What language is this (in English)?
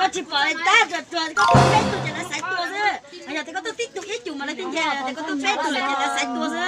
Hmong